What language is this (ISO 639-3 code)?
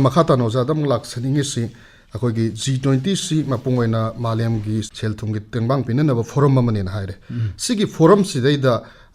mni